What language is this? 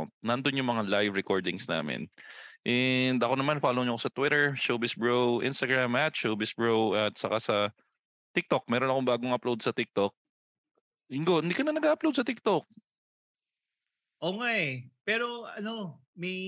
Filipino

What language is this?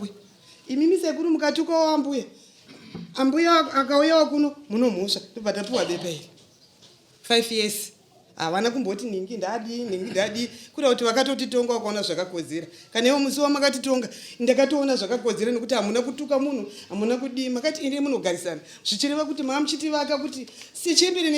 Shona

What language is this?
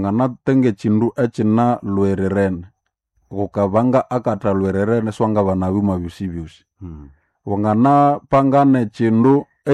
Nande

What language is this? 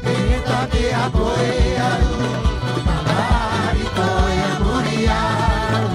Rapanui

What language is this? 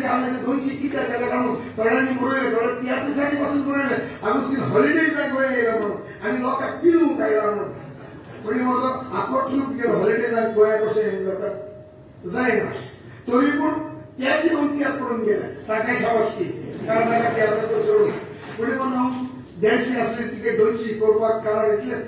Konkani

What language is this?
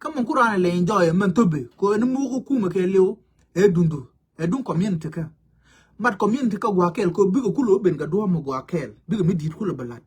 Nuer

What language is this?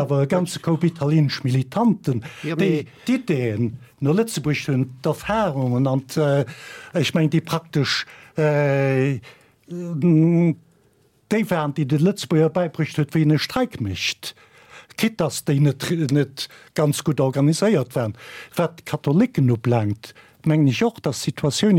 Luxembourgish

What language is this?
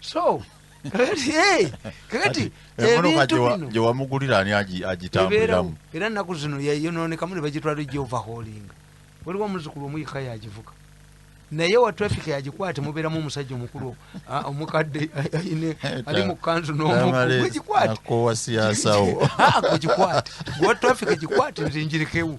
Ganda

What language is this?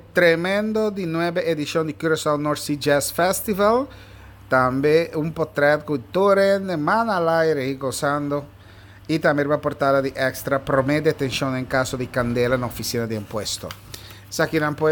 Papiamento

